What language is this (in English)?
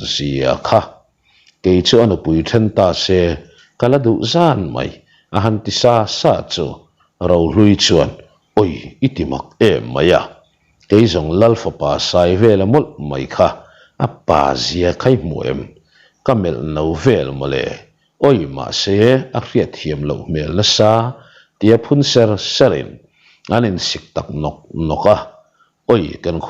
Mizo